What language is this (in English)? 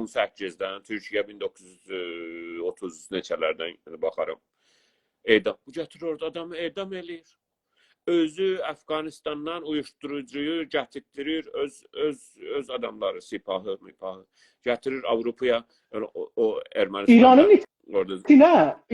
South Azerbaijani